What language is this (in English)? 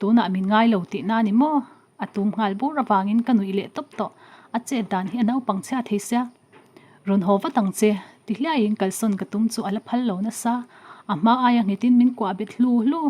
Mizo